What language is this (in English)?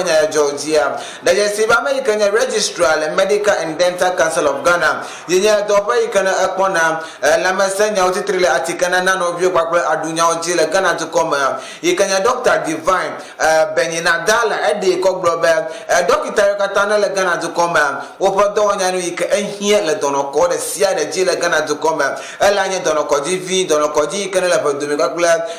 Ewe